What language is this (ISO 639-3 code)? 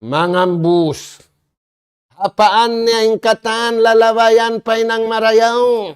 tsg